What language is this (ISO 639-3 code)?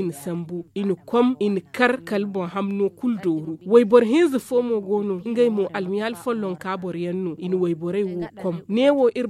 dje